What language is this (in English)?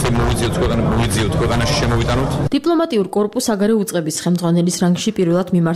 Georgian